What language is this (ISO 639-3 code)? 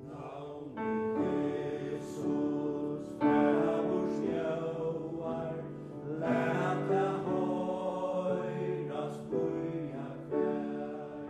fao